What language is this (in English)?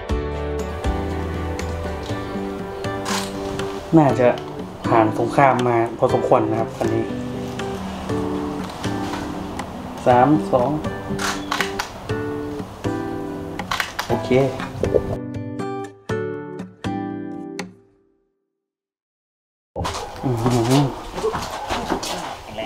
Thai